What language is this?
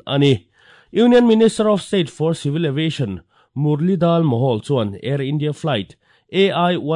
Mizo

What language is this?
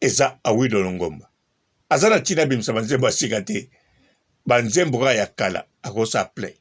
Lingala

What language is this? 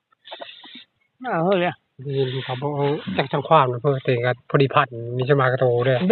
Northeastern Thai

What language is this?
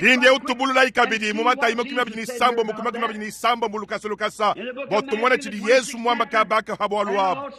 Luba-Lulua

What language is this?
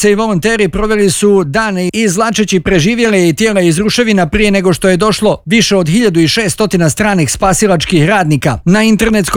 Bosnian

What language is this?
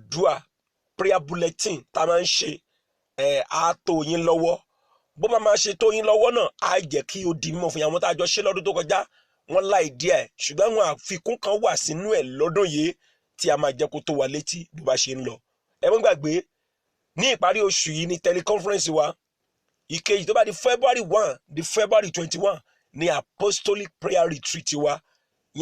Yoruba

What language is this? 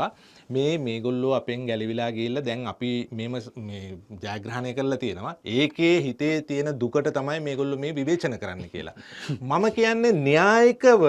Sinhala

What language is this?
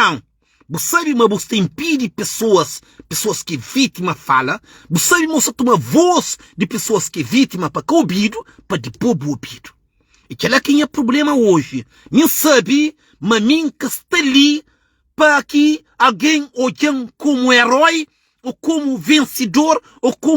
Kabuverdianu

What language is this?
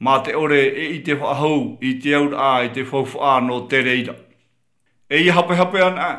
Tahitian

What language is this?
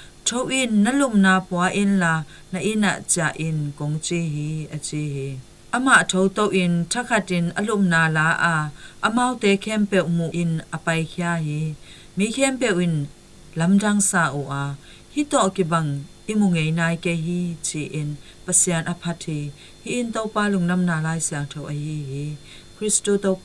Tedim Chin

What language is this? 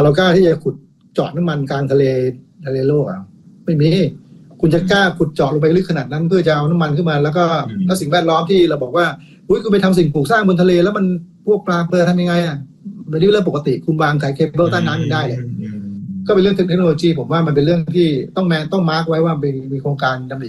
Thai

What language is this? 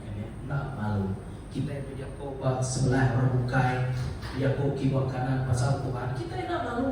Iban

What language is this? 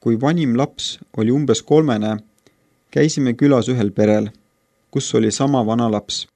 Estonian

